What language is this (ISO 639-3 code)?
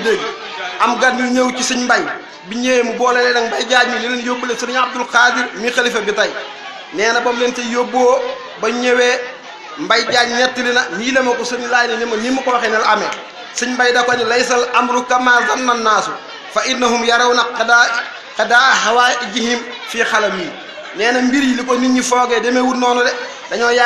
wol